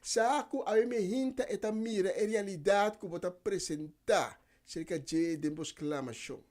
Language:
Papiamento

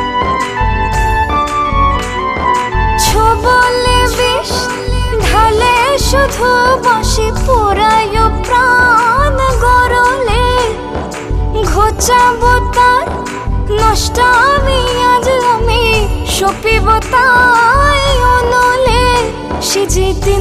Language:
Bangla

